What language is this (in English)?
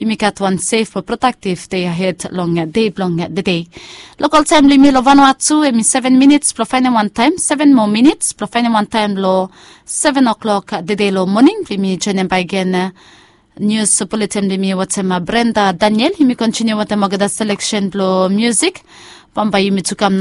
Bislama